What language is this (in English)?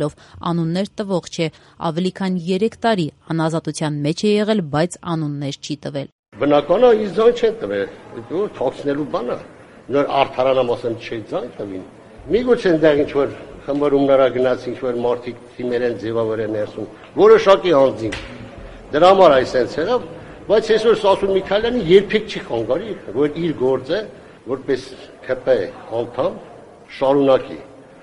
Armenian